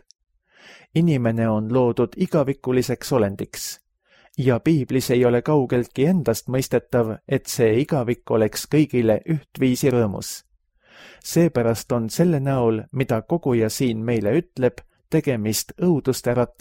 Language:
Estonian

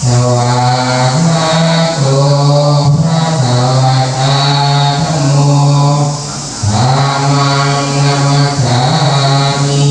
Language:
Pali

